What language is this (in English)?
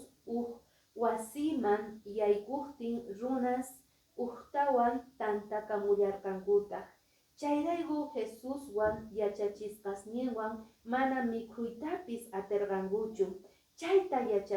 Quechua